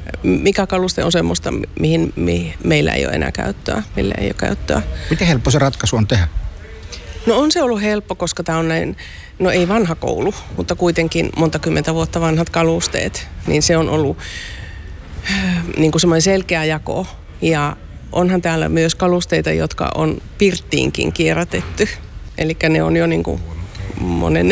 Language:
Finnish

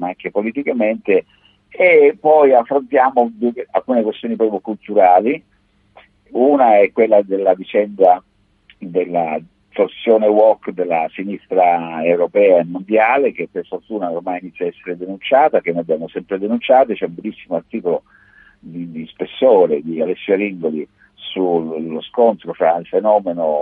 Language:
Italian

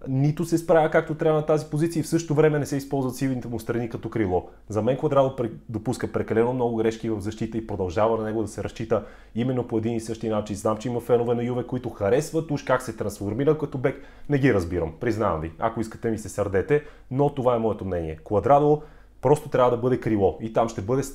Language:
Bulgarian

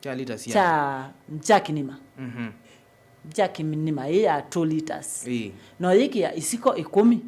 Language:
Kamba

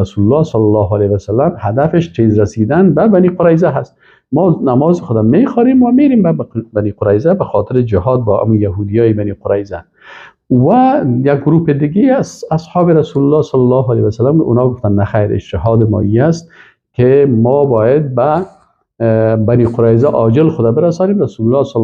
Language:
Persian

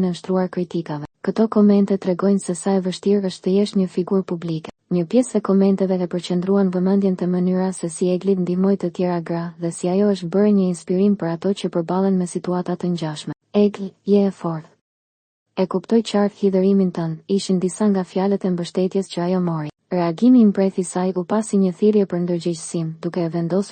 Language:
Albanian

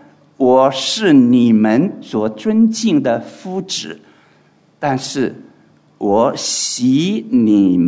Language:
Chinese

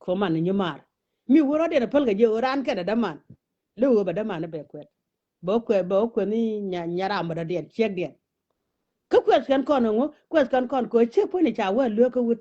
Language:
Nuer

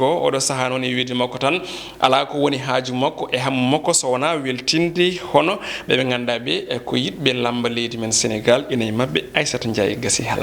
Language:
Fula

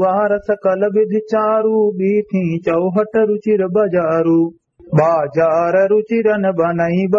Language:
Awadhi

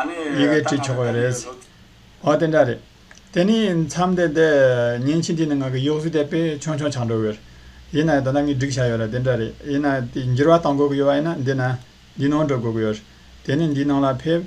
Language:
Tibetan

